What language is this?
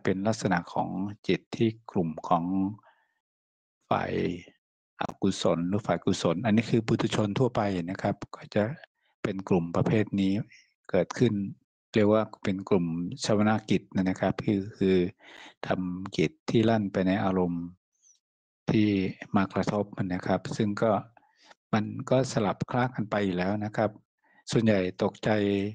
Thai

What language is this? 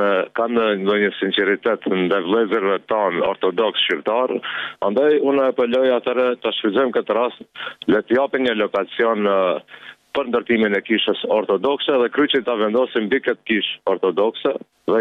Albanian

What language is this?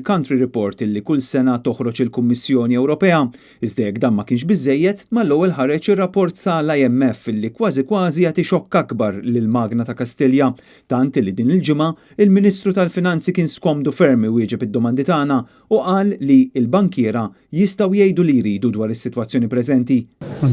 Maltese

